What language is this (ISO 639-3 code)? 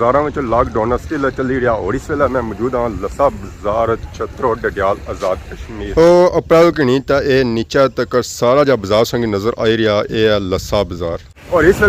phr